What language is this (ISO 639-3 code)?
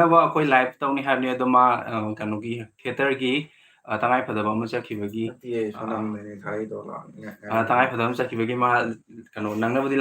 mni